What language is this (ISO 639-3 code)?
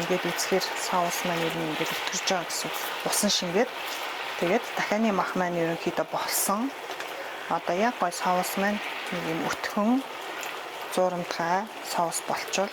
mon